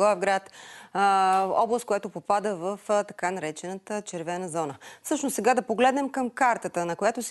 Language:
Bulgarian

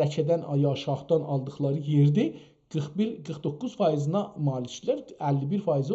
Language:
South Azerbaijani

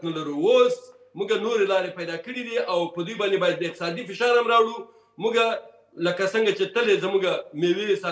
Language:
Pashto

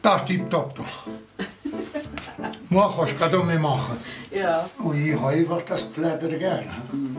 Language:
Swiss German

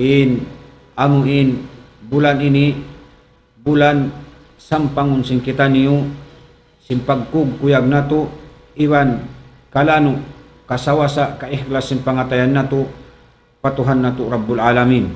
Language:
Tausug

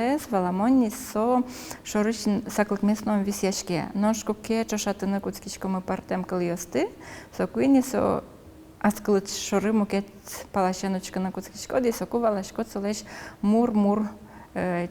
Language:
Udmurt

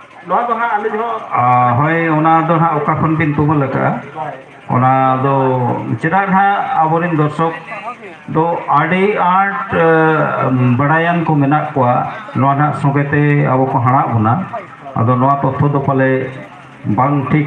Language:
Santali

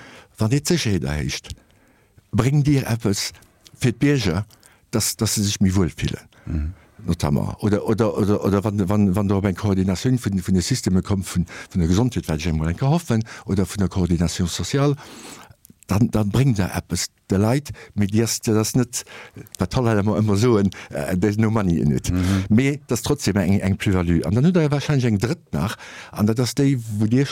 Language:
Luxembourgish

